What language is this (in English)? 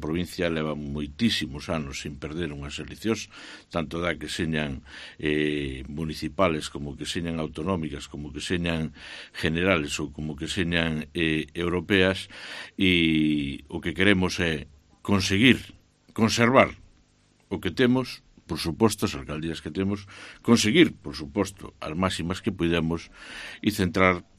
Galician